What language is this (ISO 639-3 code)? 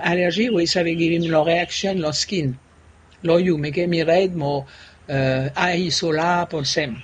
bis